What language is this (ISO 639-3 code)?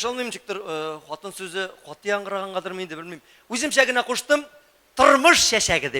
tat